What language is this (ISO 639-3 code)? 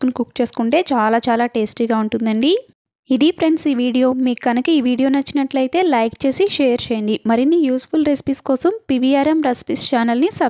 tel